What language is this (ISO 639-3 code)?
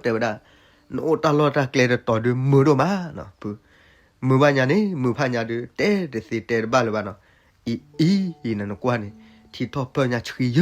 ksw